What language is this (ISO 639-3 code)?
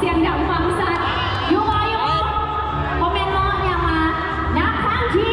lao